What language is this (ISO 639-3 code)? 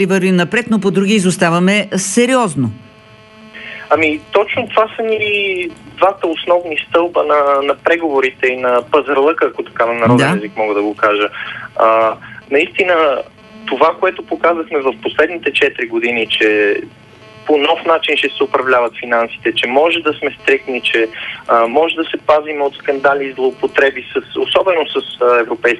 bul